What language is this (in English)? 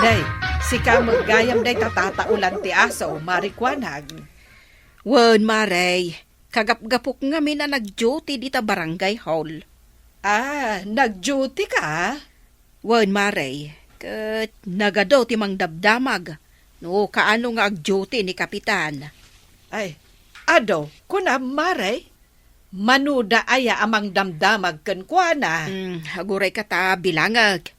Iloko